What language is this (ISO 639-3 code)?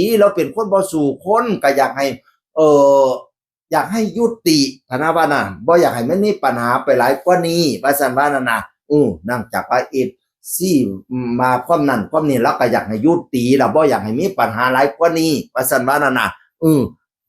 tts